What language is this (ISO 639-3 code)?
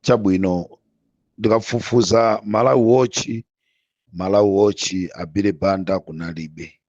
nya